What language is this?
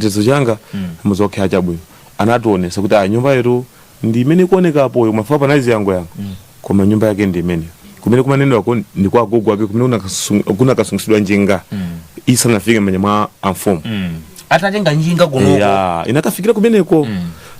Nyanja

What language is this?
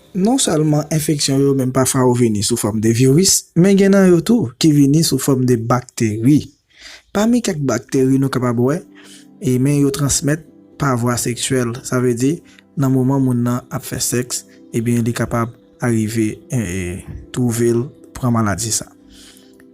Haitian Creole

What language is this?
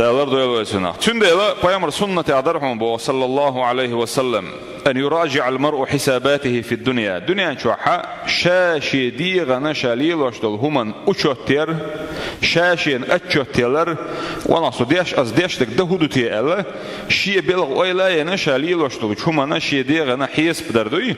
Chechen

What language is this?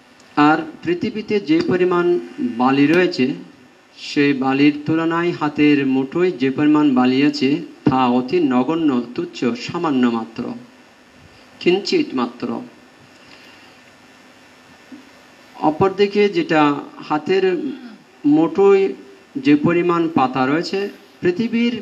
Bangla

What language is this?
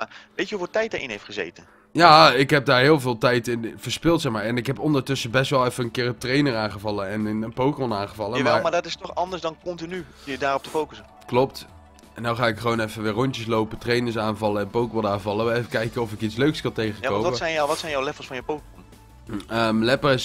Dutch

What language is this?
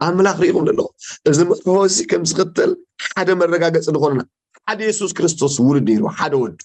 Tigrinya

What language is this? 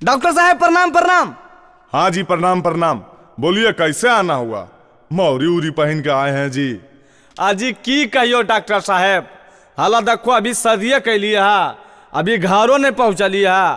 Magahi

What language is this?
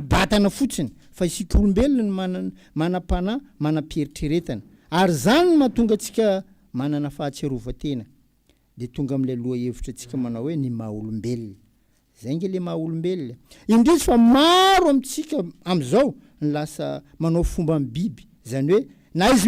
Malagasy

